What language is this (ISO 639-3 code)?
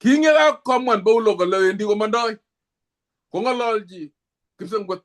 kln